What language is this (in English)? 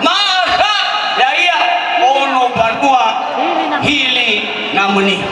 Nias